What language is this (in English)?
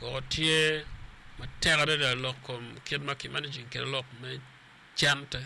Acoli